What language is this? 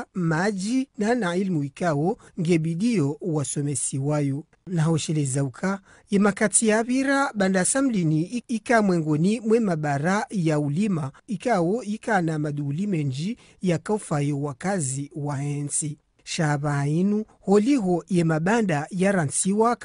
Ngazidja Comorian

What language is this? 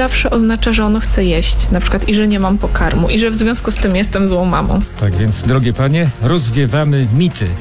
Polish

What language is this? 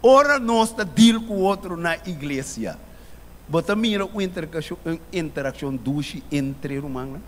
Papiamento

